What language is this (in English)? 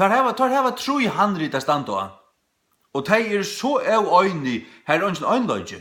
Faroese